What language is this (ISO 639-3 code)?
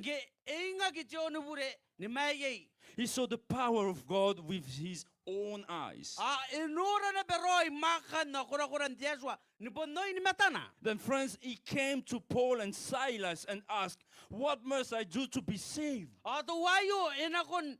gil